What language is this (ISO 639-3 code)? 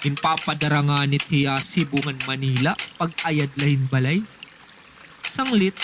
war